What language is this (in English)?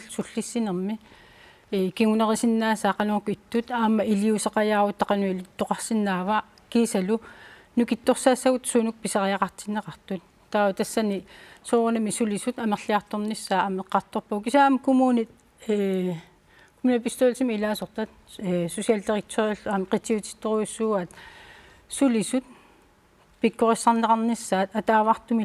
Kalaallisut